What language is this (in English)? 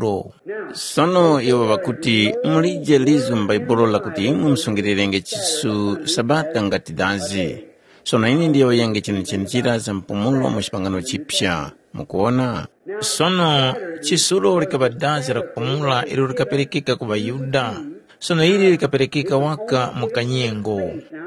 Tumbuka